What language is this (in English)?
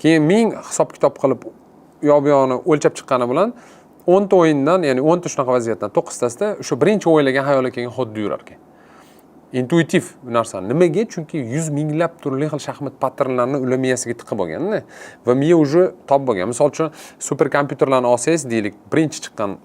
Uzbek